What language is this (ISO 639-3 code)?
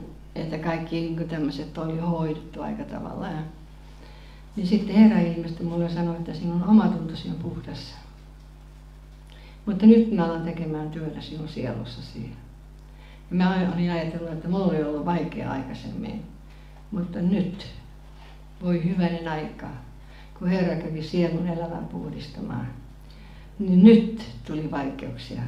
fin